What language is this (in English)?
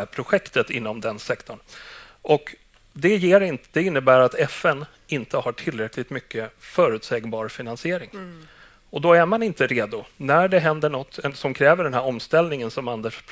Swedish